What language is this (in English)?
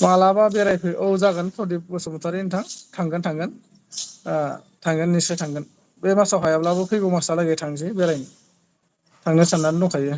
Bodo